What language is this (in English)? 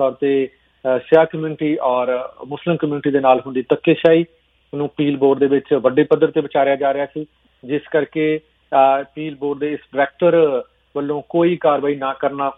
Punjabi